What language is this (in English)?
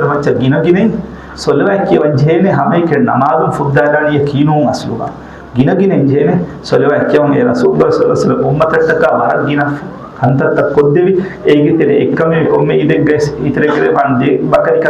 Divehi